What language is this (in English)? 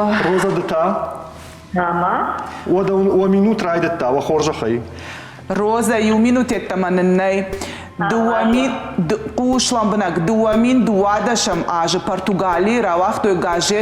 Ossetic